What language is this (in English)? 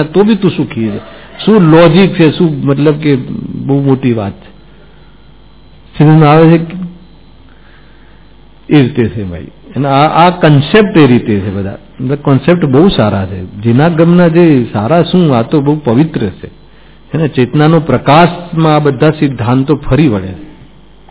Gujarati